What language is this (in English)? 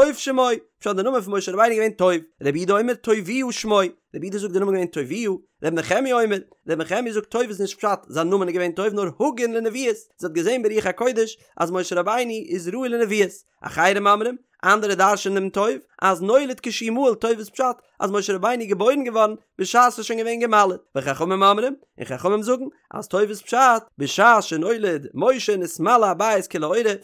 Yiddish